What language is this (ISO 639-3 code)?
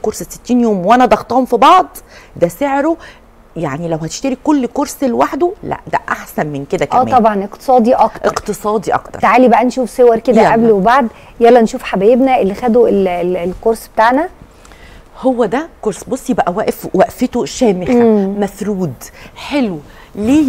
arz